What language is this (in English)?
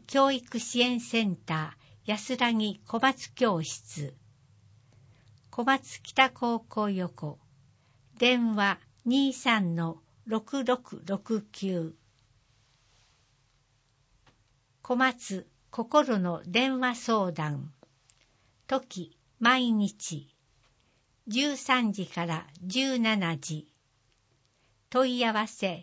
Japanese